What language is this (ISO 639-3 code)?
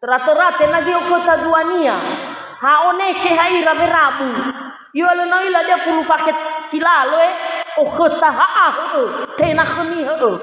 nia